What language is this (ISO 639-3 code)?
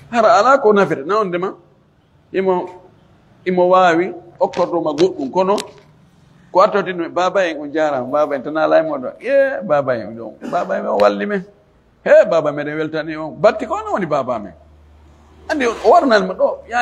ful